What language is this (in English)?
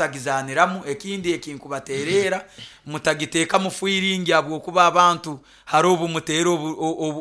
Nyoro